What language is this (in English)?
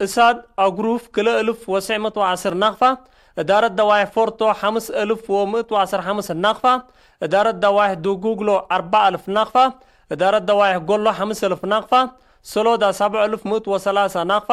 Tigre